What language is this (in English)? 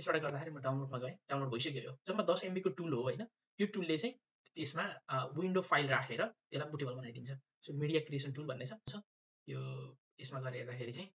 Nepali